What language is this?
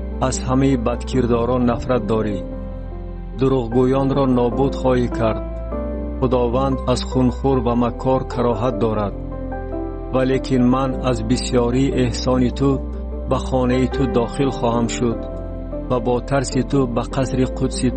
Tajik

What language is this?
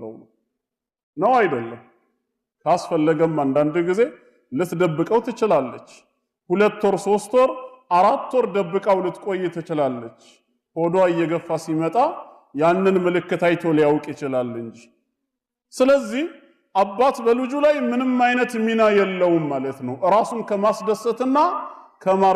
Amharic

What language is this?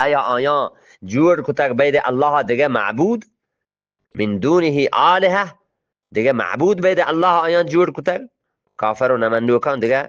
Eastern Balochi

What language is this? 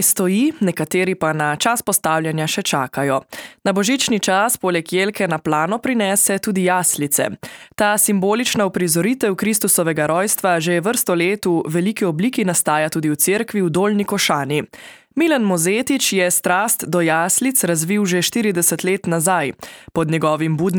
Slovenian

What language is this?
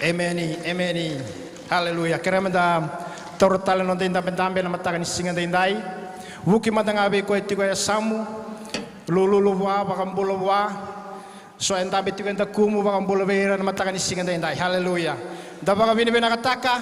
Fijian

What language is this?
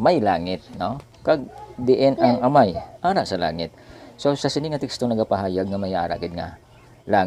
Hiligaynon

